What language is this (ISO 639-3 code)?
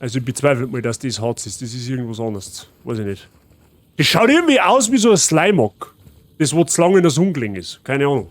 bar